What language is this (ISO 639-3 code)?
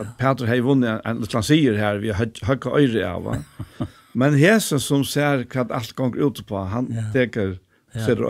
fao